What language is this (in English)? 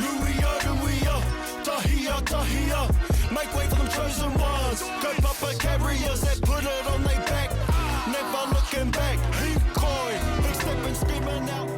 Māori